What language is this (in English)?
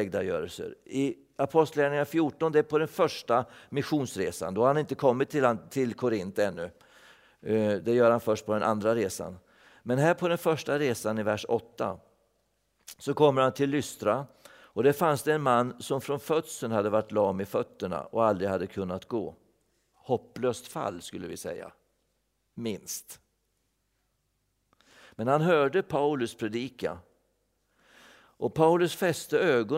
Swedish